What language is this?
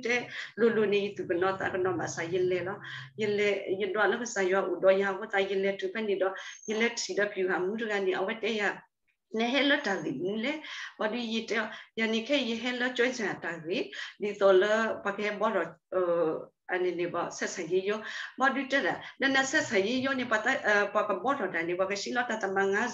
S'gaw Karen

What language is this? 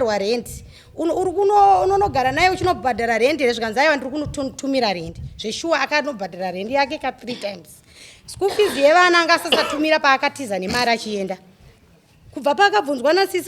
Shona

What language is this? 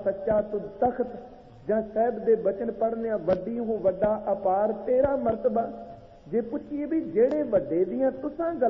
Punjabi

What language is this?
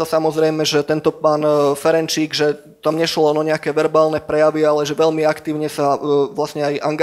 Slovak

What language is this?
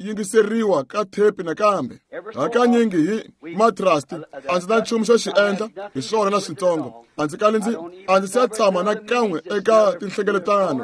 Tsonga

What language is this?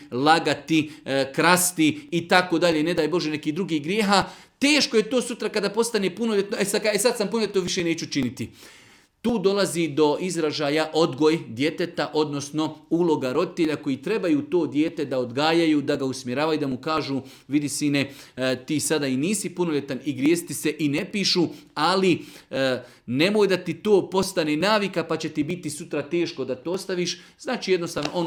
Bosnian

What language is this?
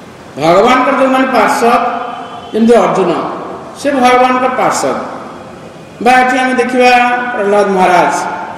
Odia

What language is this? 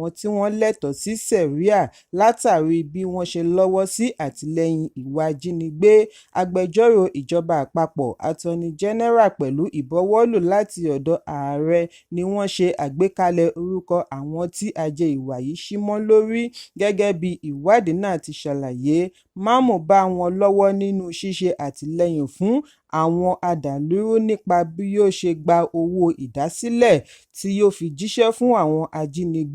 Yoruba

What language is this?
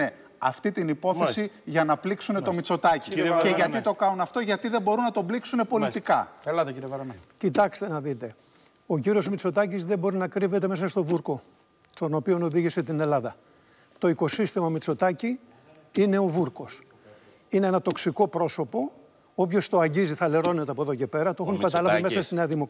Greek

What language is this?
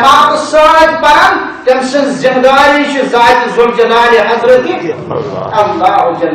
Kashmiri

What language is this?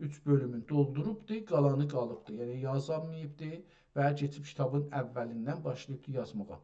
South Azerbaijani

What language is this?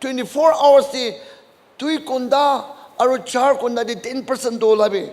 Naga Pidgin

